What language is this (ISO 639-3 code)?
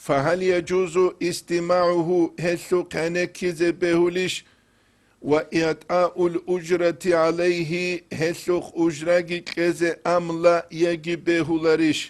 ava